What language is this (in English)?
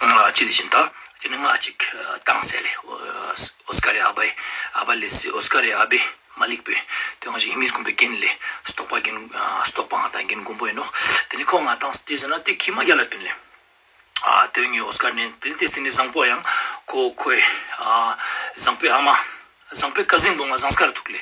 Ladakhi